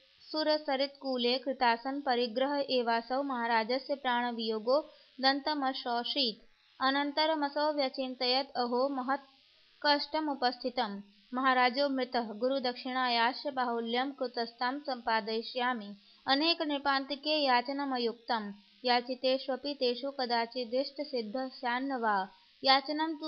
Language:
Sanskrit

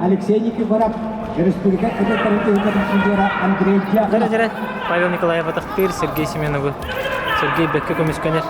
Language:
Yakut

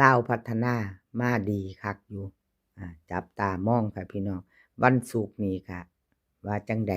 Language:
Northeastern Thai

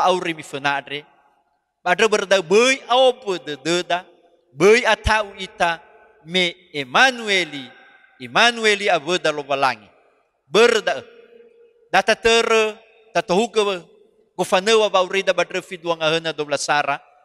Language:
Nias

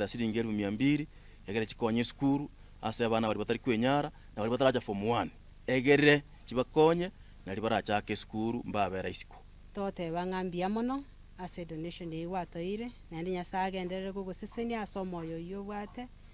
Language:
Gusii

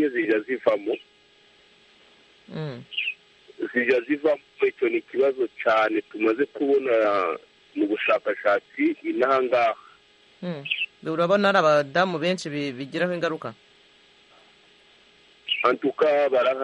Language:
Kinyarwanda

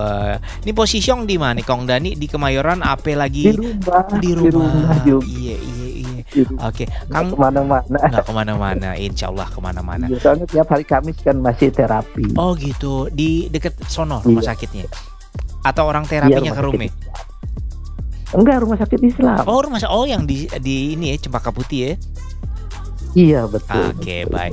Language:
Indonesian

